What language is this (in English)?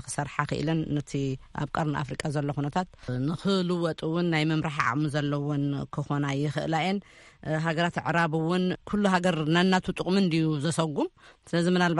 Tigrinya